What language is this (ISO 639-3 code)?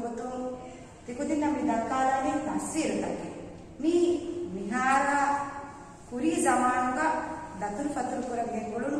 div